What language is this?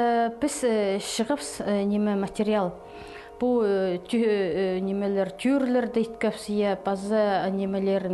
Khakas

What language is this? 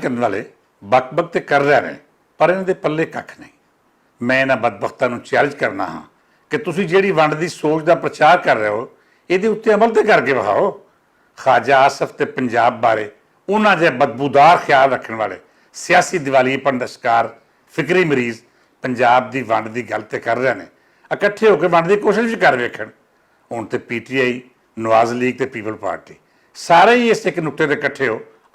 Western Panjabi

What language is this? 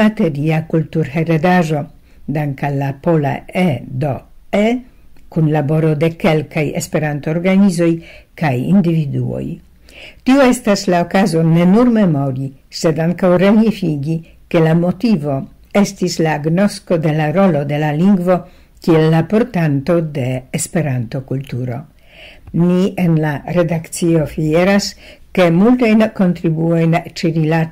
Esperanto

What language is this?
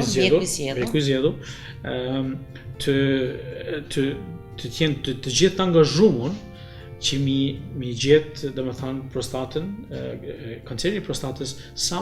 Albanian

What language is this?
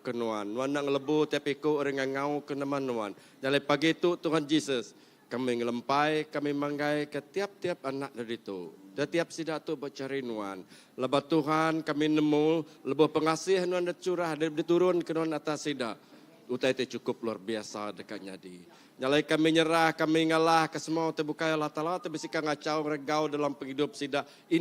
Iban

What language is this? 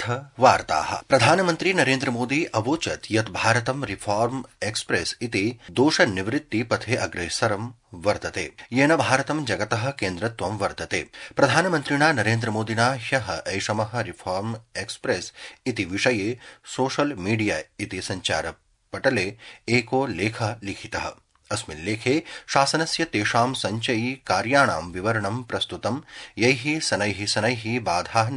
Sanskrit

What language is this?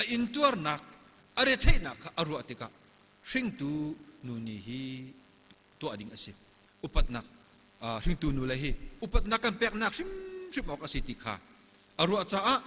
Hakha Chin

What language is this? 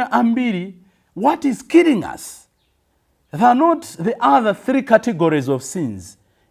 Nyanja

